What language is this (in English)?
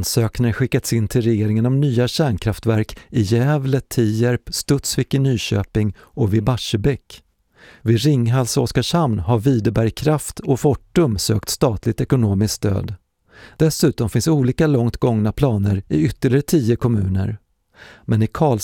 Swedish